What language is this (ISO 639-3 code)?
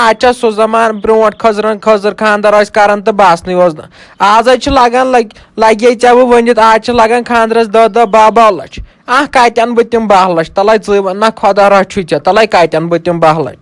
kas